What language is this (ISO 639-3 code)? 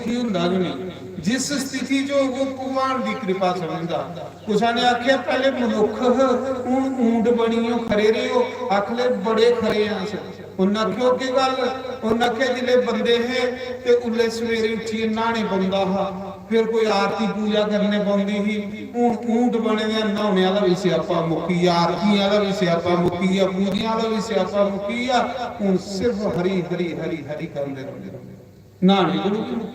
doi